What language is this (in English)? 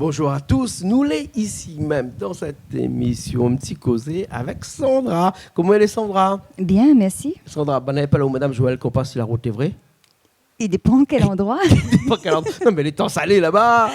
Réunion Creole French